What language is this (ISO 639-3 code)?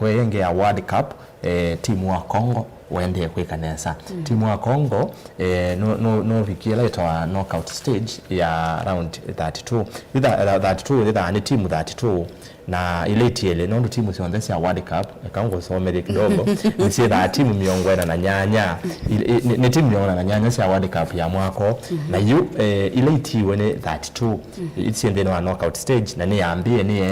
kam